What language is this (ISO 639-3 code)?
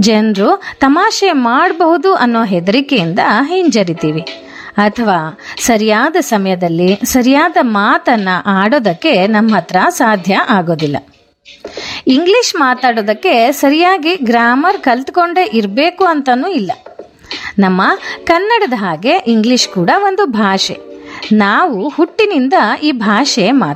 kan